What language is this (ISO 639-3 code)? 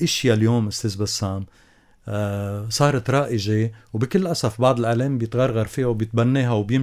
apc